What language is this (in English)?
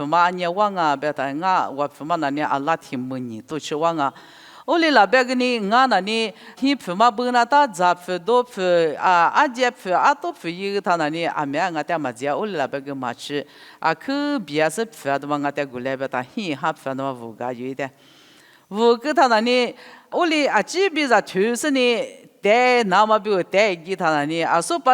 Lisu